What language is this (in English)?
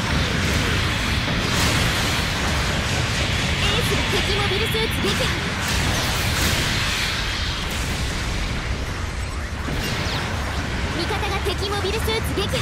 Japanese